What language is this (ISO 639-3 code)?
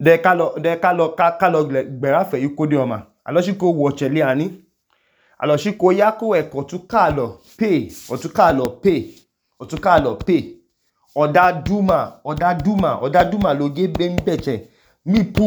idu